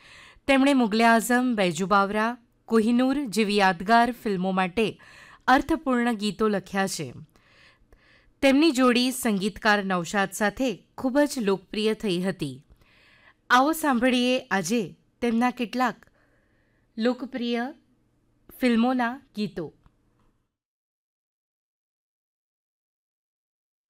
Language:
Gujarati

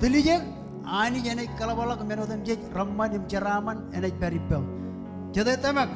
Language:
Marshallese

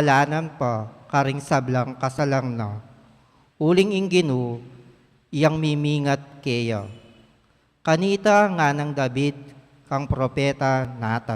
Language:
Pampanga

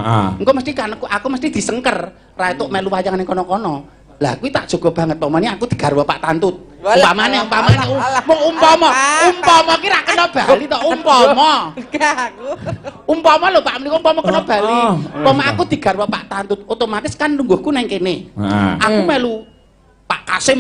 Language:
Javanese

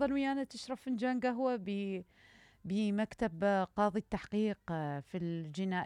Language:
Mesopotamian Arabic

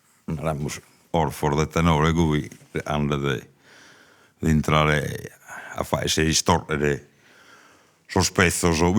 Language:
Sardinian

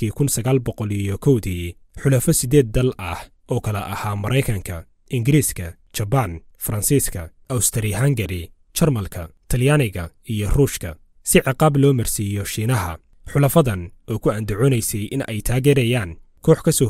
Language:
Somali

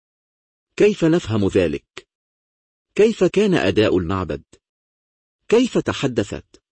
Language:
Arabic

